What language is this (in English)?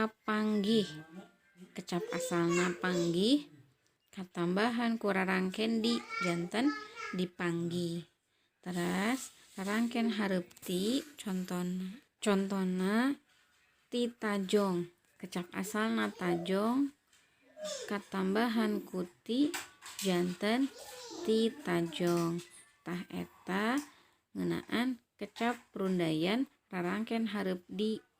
Sundanese